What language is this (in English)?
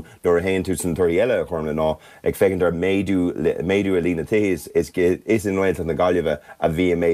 Irish